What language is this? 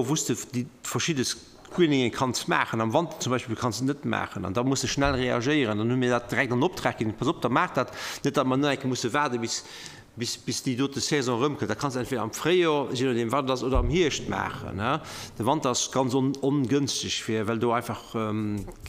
Luxembourgish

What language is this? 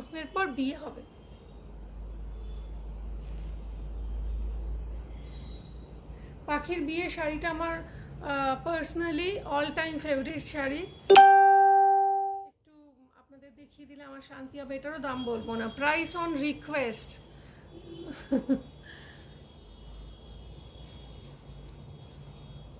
Bangla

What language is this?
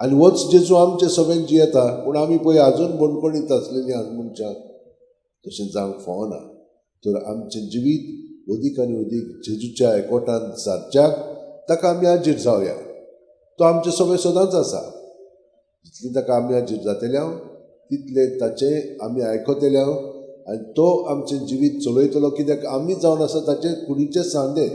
Konkani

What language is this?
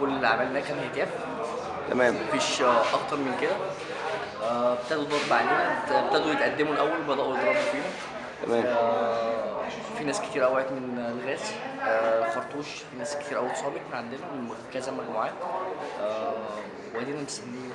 Egyptian Arabic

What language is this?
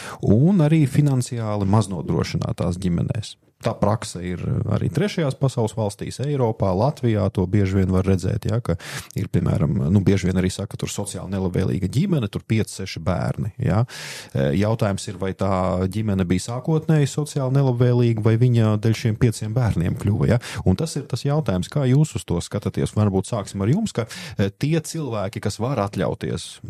Latvian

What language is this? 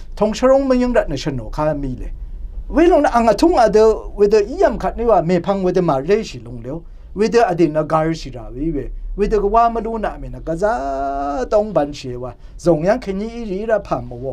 Rawang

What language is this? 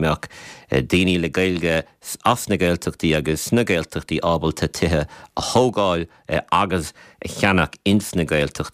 Irish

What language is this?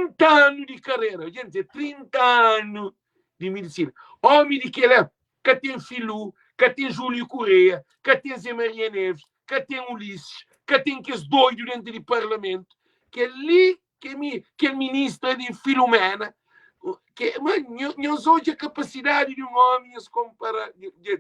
Kabuverdianu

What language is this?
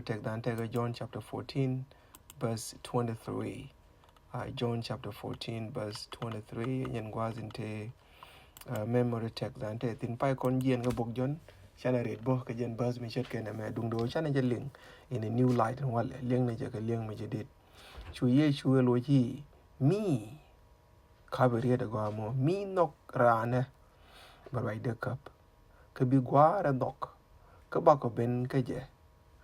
Nuer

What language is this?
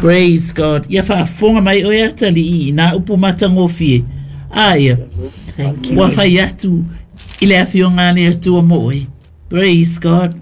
Samoan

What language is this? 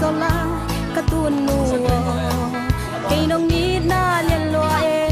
Tedim Chin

